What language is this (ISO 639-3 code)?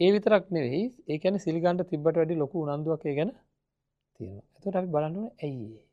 sin